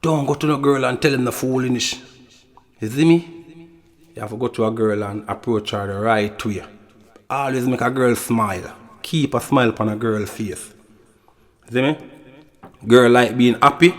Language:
Jamaican Creole English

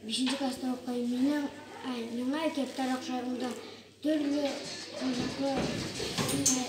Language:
Bashkir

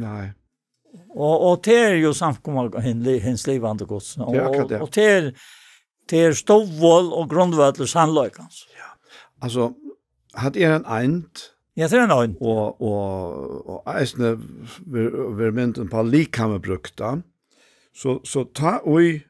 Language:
Faroese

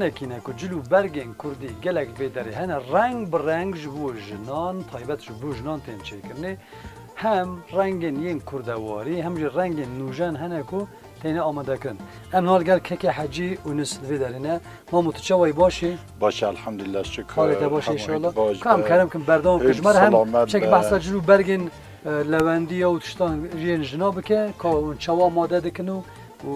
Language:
Kurdish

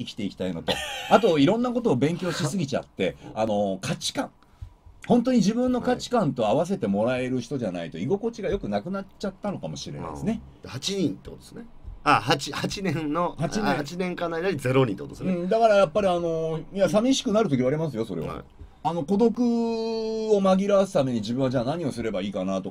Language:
Japanese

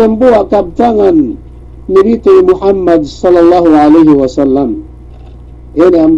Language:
Yakan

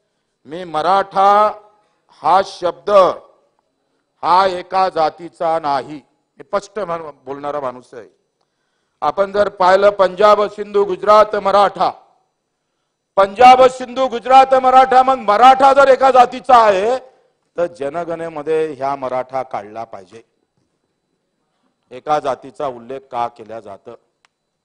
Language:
Marathi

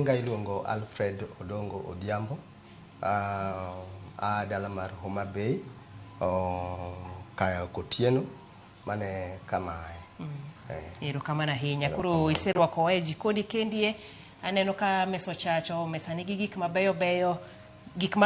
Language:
Luo (Kenya and Tanzania)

